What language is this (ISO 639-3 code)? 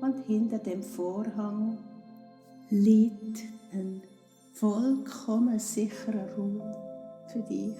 gsw